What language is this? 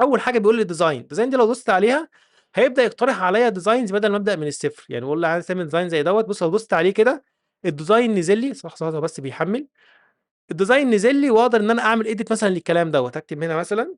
Egyptian Arabic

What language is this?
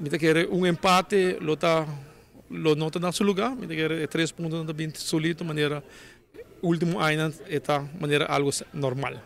Papiamento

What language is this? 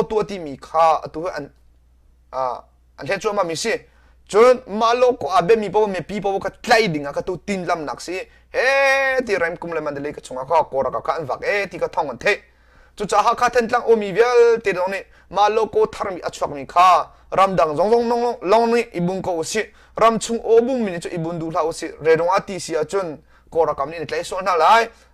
Hakha Chin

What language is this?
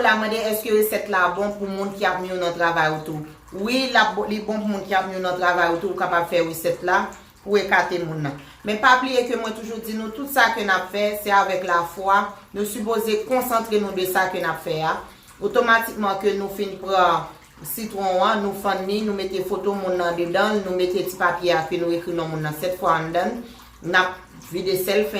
Haitian Creole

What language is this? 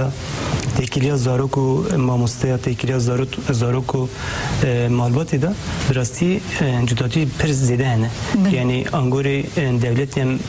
Kurdish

